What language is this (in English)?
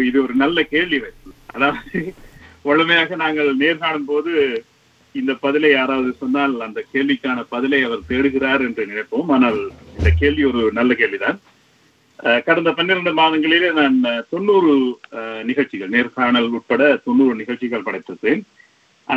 Tamil